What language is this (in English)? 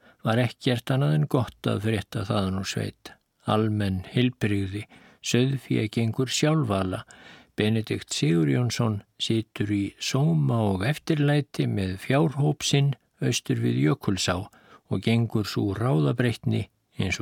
Icelandic